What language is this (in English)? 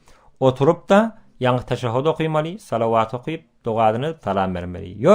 Turkmen